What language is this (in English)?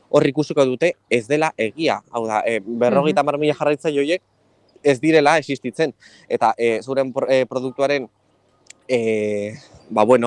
Basque